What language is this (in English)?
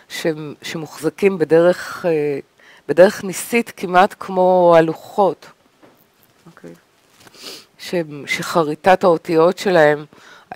Hebrew